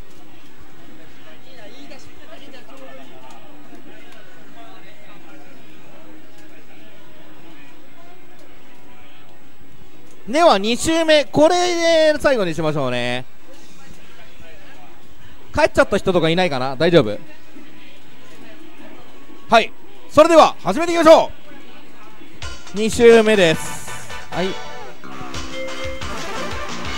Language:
Japanese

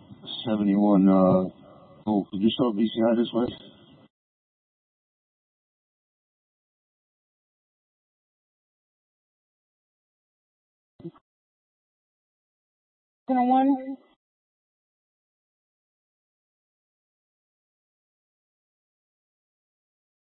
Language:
English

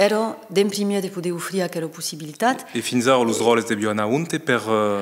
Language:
Occitan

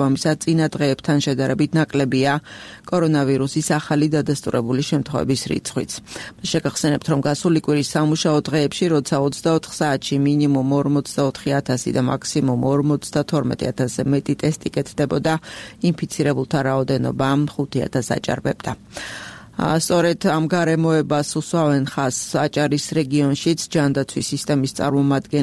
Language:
Georgian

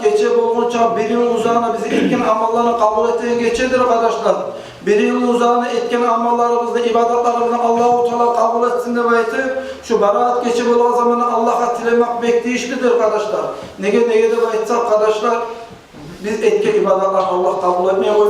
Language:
Kumyk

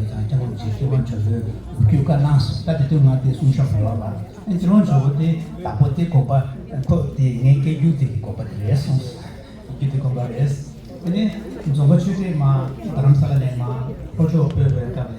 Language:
Tibetan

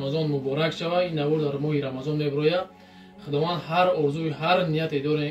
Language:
Tajik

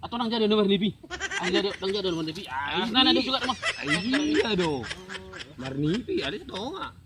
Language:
Batak Toba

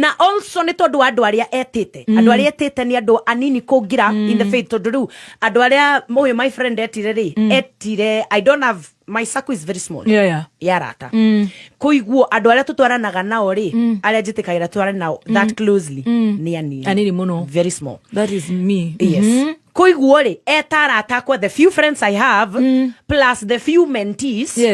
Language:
Kikuyu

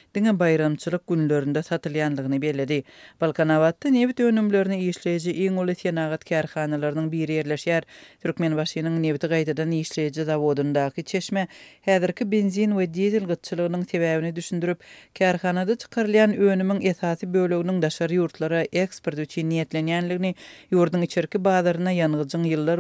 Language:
Turkmen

